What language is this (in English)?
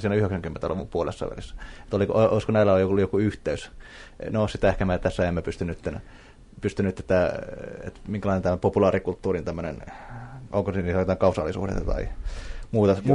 Finnish